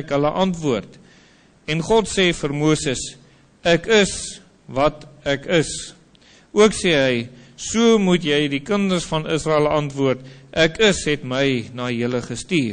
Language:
Afrikaans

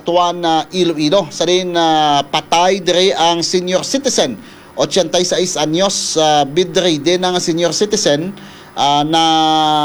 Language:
Hiligaynon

